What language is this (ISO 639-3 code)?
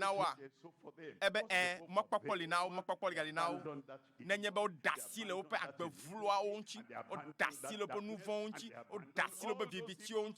ewe